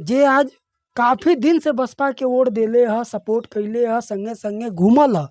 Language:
Bhojpuri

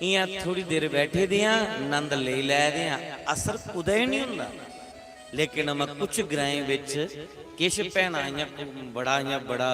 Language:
Dogri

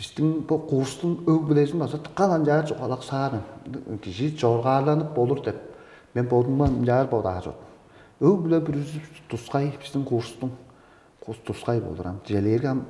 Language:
Tuvinian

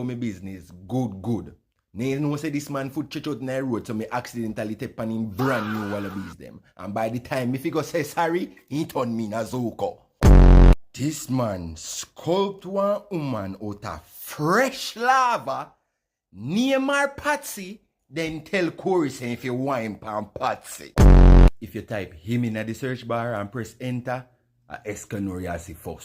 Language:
Jamaican Creole English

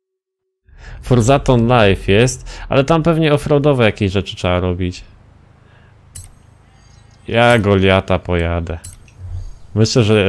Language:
Polish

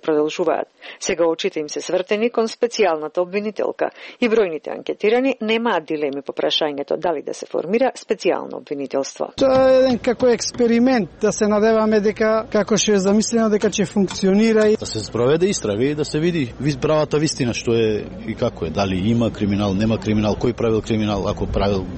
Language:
Macedonian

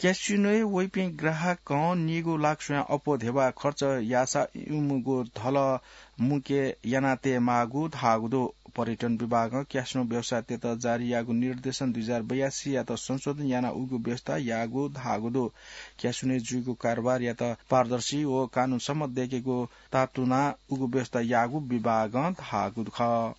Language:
Newari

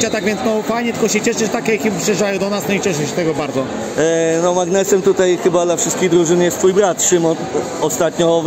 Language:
Polish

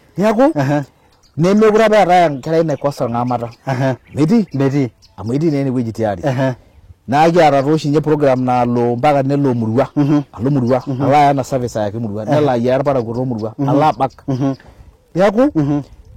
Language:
Masai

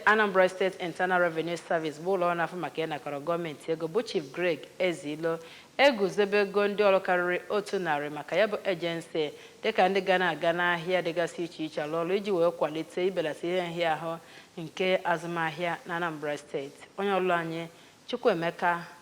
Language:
Igbo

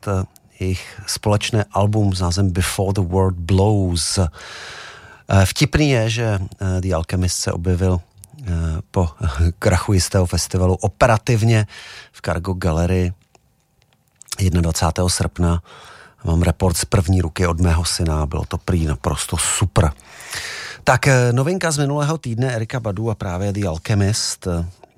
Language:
Czech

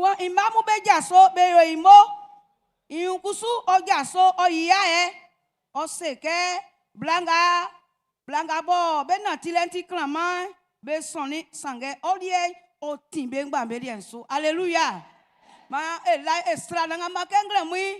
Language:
Baoulé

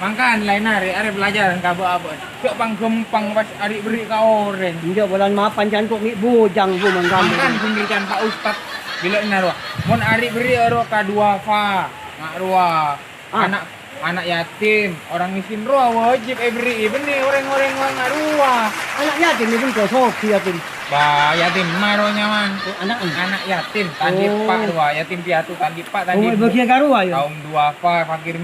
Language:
Madurese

